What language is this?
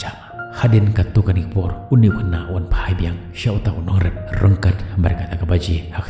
Khasi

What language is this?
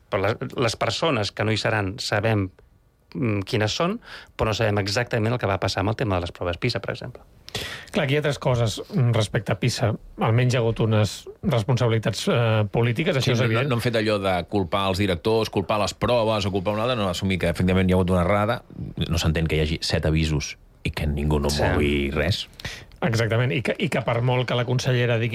Catalan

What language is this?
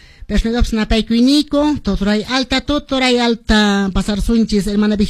Quechua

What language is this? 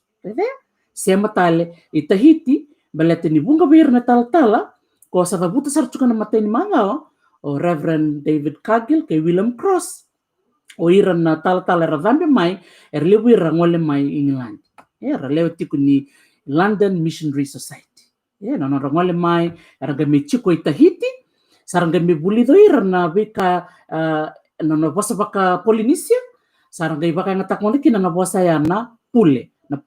Fijian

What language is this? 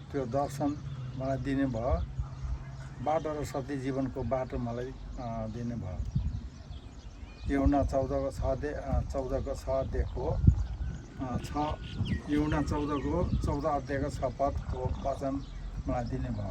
Nepali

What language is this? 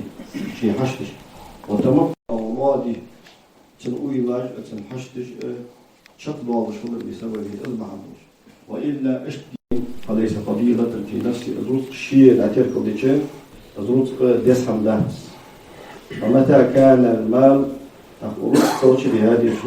Ingush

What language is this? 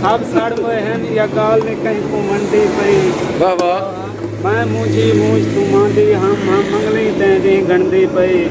Saraiki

